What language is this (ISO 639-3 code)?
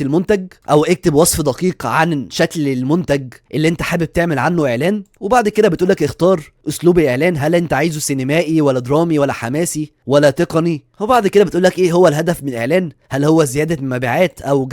arz